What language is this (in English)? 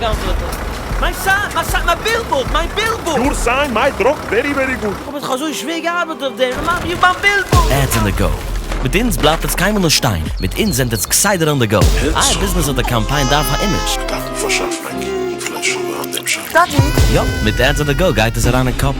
Yiddish